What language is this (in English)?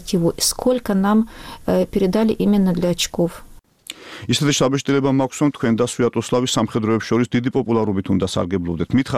Georgian